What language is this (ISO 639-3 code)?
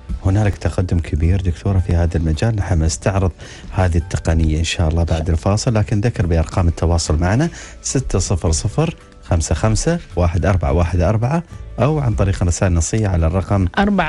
ara